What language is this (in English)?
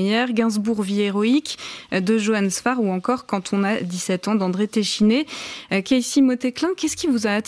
French